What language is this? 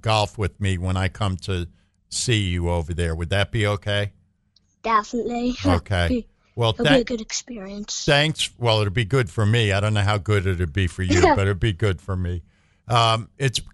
English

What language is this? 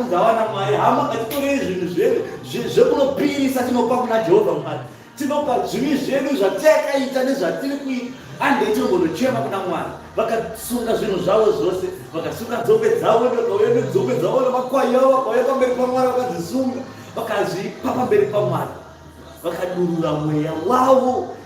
Shona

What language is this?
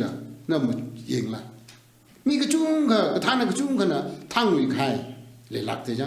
Tangkhul Naga (India)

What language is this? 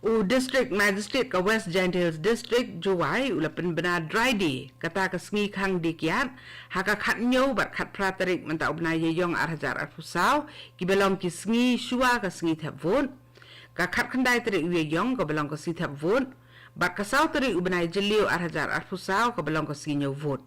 Khasi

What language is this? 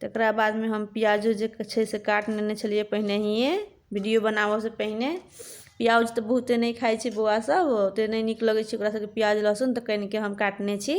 Maithili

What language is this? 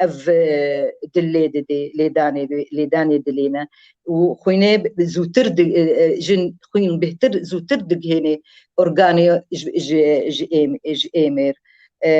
Kurdish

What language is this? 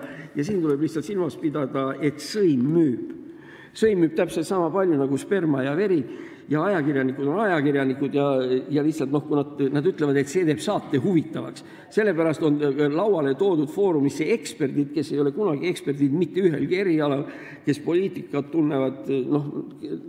Estonian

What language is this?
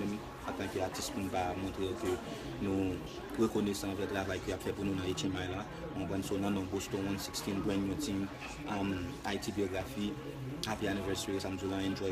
Haitian Creole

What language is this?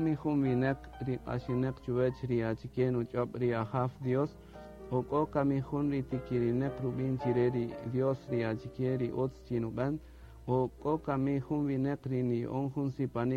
Kaqchikel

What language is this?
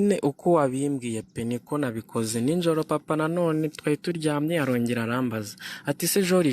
Kinyarwanda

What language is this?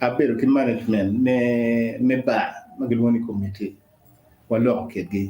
Acoli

